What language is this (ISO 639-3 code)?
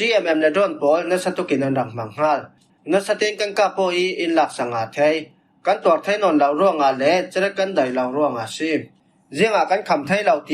cfm